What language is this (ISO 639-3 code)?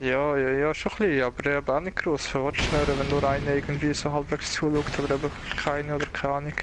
gsw